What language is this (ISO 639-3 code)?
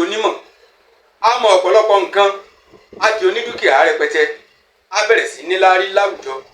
yor